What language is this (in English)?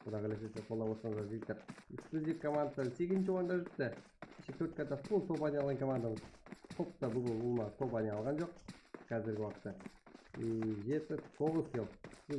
Kara-Kalpak